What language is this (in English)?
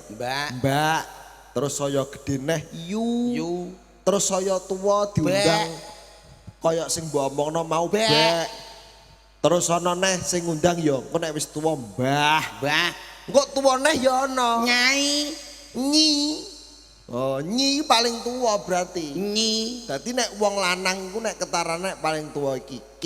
Javanese